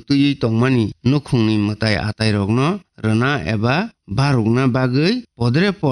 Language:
Kok Borok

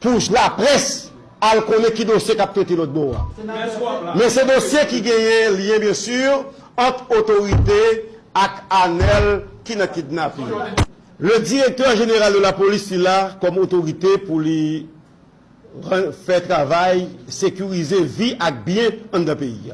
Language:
Haitian Creole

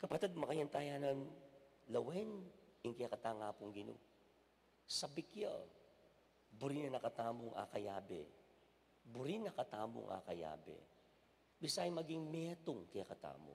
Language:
Pampanga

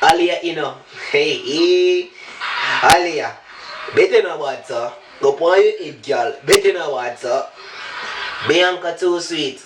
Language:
Jamaican Creole English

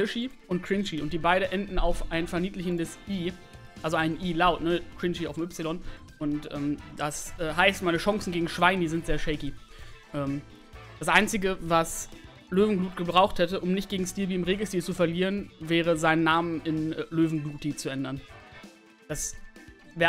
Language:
German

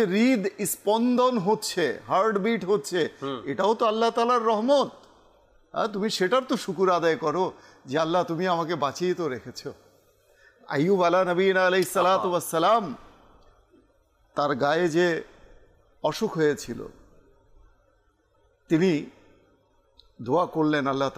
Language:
Bangla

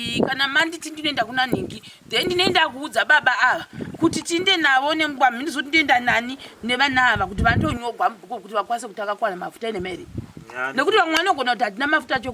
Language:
Shona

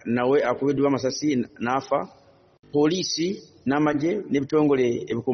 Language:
Ganda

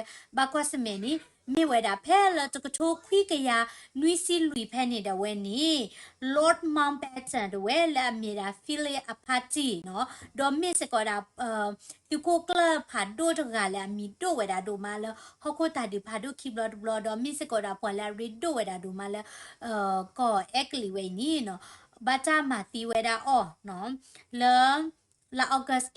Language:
S'gaw Karen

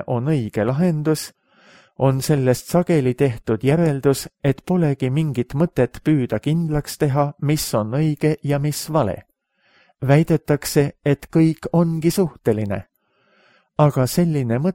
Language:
Estonian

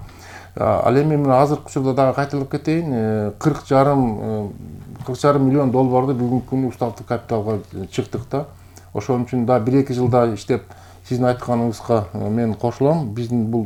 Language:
Kyrgyz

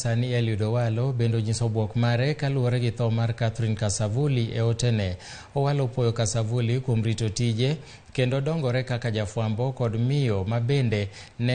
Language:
Luo (Kenya and Tanzania)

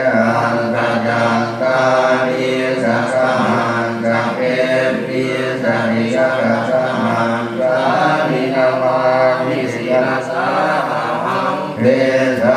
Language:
Pali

